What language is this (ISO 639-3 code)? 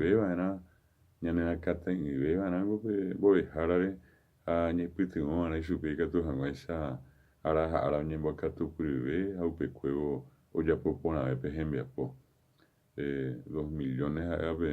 grn